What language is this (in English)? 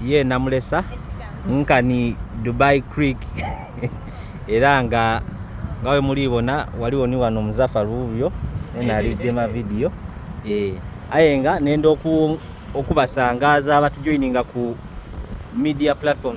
Soga